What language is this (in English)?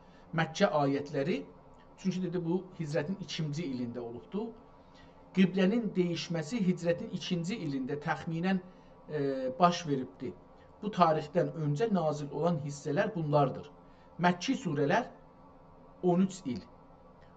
South Azerbaijani